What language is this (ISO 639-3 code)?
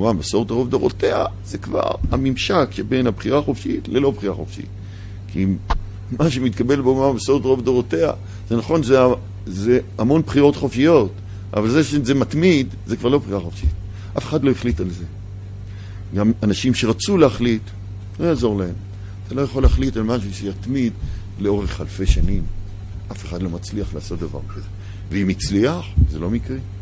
heb